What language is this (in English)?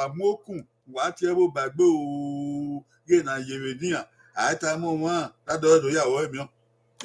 Bini